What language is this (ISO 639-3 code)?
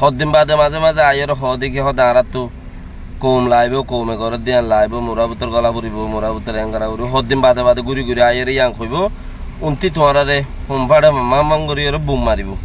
rhg